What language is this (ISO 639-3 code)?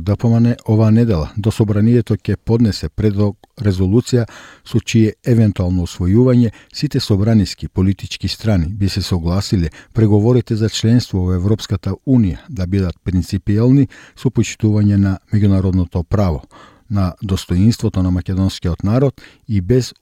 mkd